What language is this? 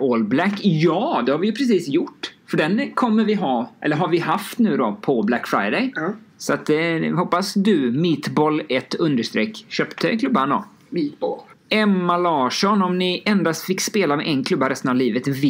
Swedish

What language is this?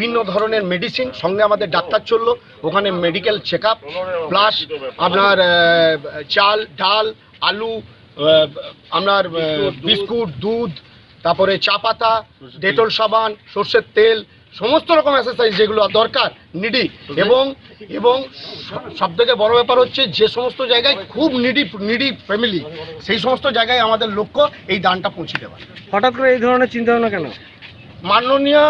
Bangla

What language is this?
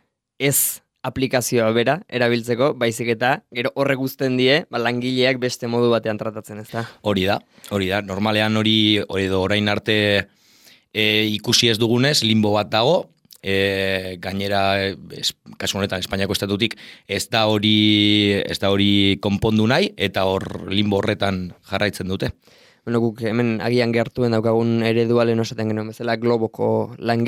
Basque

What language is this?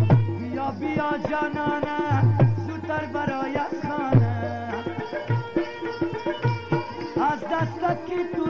Persian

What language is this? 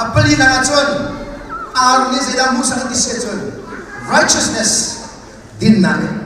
Hakha Chin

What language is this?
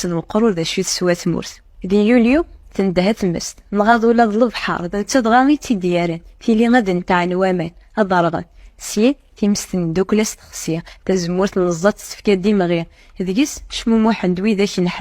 Kabyle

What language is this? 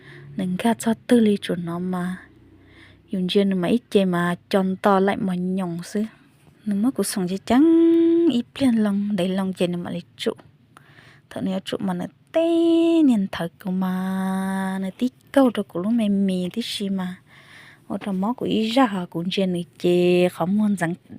Hmong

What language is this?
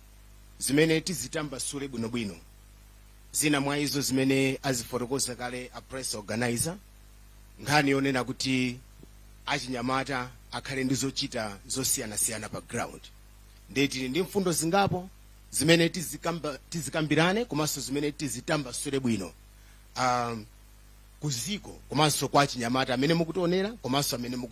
Nyanja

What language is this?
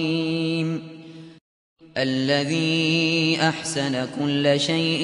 Arabic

